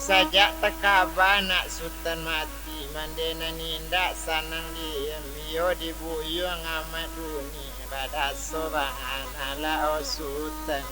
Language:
Minangkabau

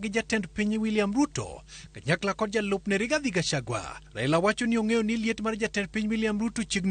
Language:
Luo (Kenya and Tanzania)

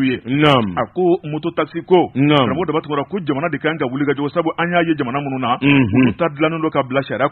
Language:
Bambara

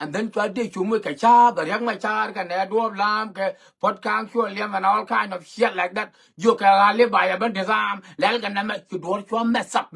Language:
Nuer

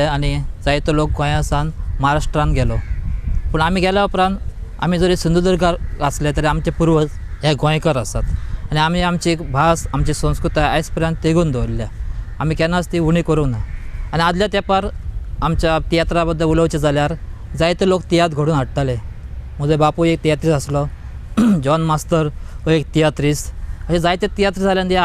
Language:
Konkani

